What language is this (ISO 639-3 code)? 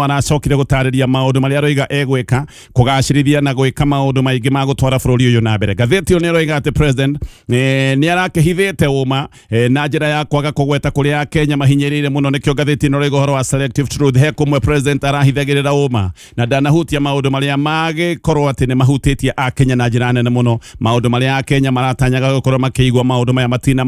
kik